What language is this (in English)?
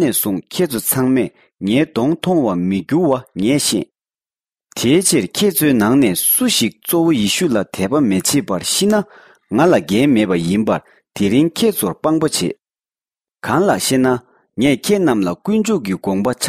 Tibetan